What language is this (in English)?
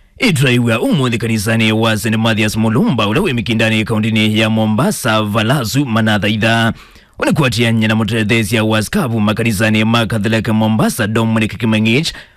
Kamba